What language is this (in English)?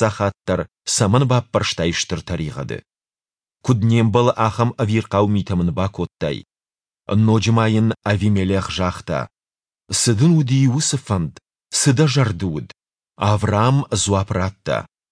Ossetic